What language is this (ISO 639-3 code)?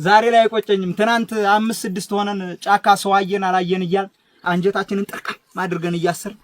amh